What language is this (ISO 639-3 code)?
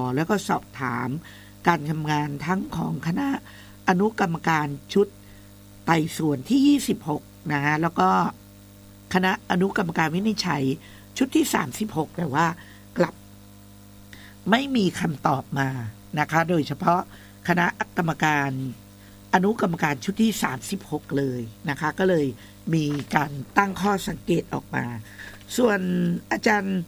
tha